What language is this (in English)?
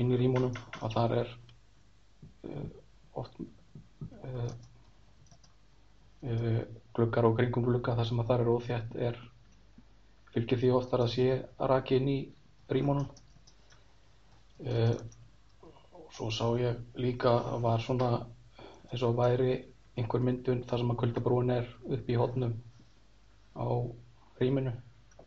Icelandic